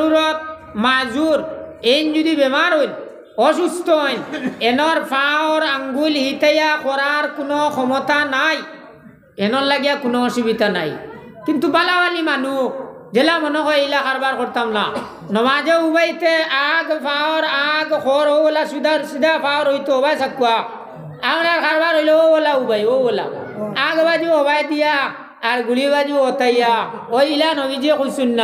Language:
Sylheti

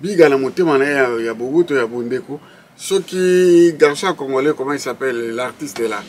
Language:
Lingala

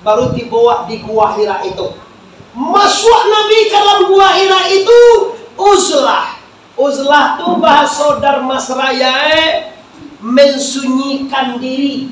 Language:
Minangkabau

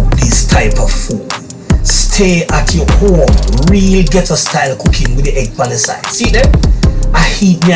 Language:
Jamaican Creole English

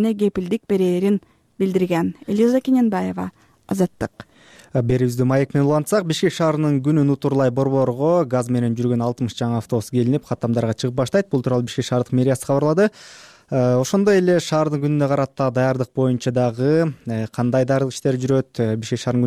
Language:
Kyrgyz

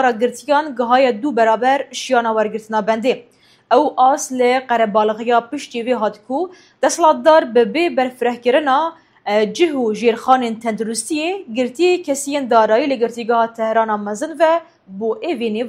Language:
Kurdish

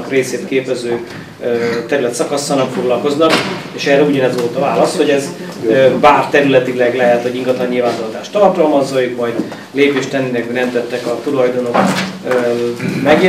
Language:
Hungarian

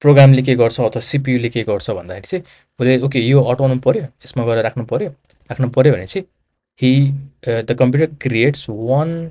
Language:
Nepali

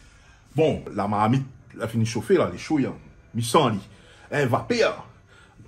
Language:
Réunion Creole French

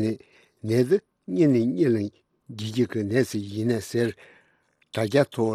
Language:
Tibetan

